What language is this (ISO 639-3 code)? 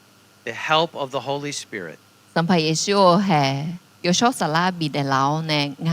ahk